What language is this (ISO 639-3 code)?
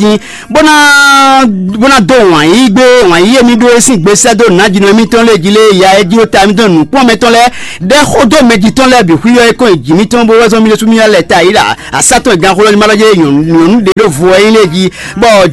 fon